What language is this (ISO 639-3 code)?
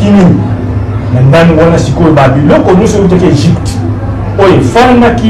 lin